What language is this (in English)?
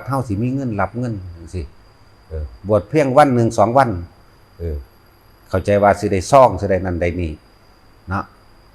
Northeastern Thai